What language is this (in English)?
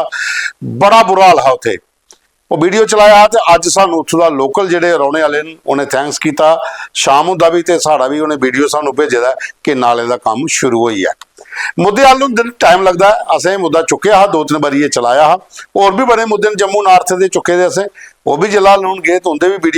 Dogri